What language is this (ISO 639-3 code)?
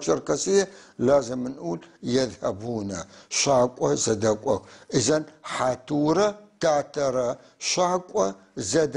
apc